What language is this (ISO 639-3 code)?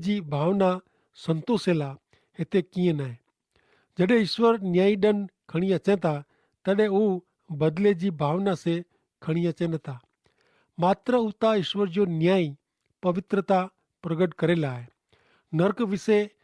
kfr